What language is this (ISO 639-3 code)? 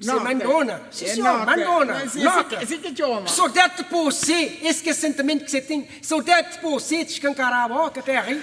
kea